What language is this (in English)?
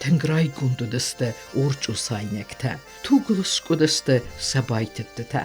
Ossetic